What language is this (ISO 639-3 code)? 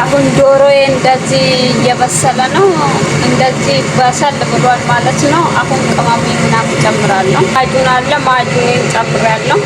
amh